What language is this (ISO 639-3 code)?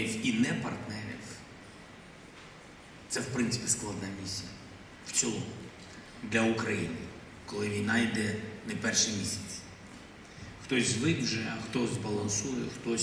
ukr